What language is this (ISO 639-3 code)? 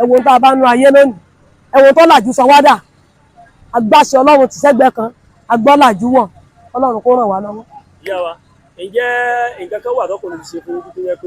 yor